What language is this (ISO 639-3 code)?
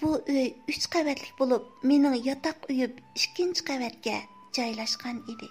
uig